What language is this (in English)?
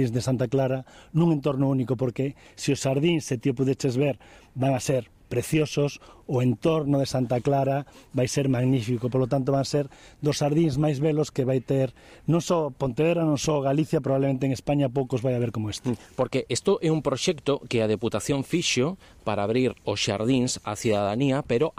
Galician